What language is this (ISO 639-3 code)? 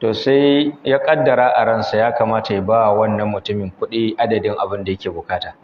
hau